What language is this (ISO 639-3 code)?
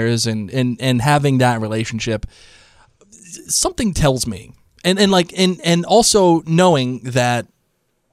eng